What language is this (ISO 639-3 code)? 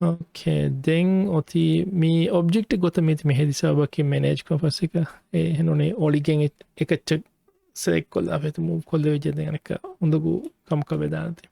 div